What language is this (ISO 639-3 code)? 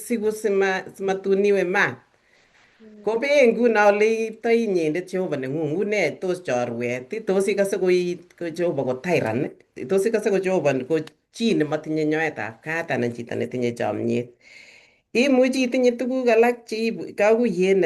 kln